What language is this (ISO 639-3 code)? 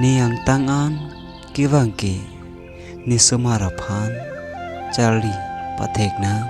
mjw